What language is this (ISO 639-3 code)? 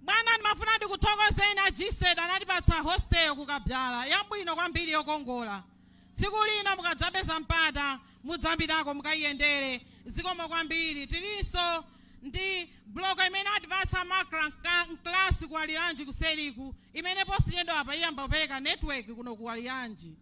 nya